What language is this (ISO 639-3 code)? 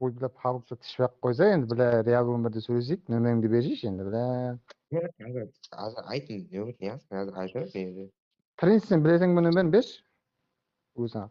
kaa